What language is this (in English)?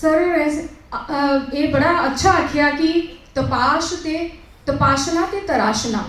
Dogri